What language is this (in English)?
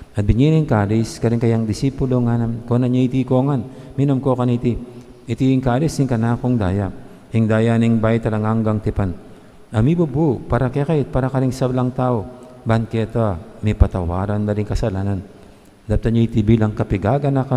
Pampanga